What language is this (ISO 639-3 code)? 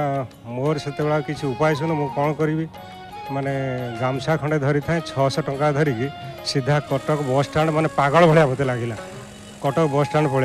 ori